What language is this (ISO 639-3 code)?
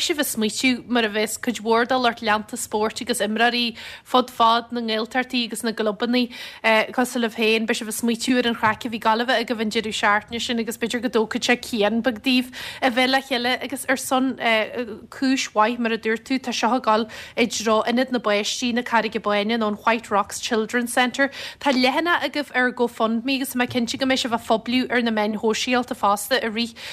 gle